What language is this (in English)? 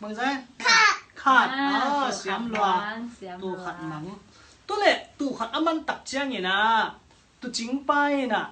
Tedim Chin